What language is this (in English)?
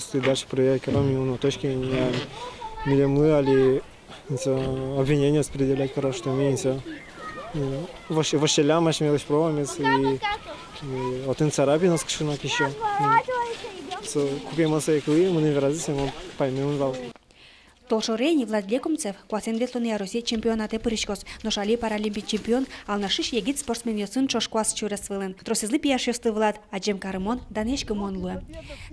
Udmurt